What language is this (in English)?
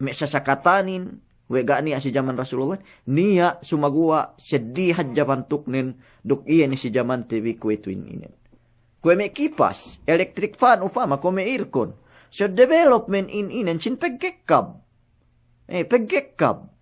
Yakan